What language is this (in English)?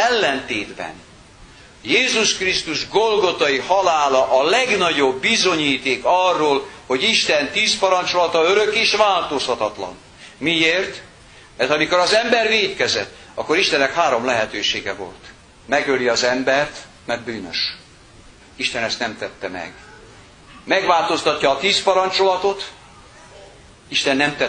Hungarian